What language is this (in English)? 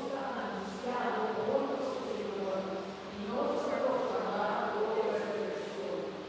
Papiamento